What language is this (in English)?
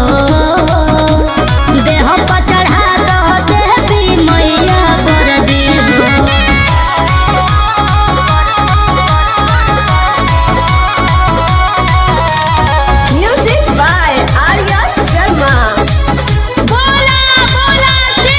Bhojpuri